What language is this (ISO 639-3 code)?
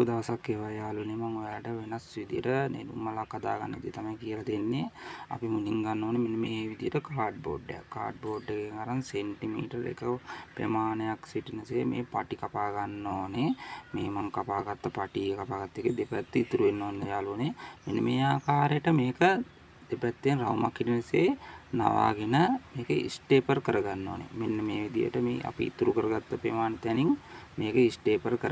sin